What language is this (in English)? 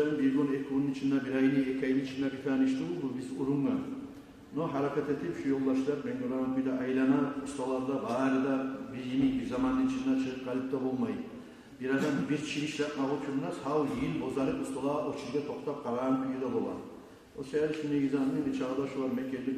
Kumyk